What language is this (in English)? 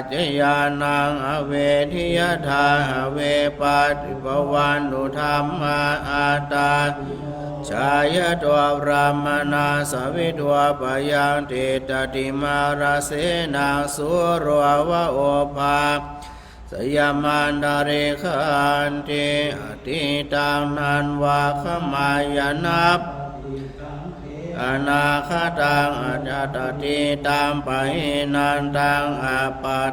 Pali